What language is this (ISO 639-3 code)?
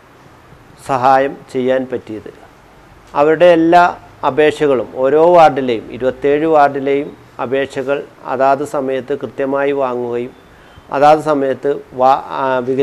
mal